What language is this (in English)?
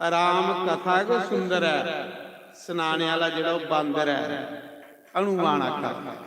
Dogri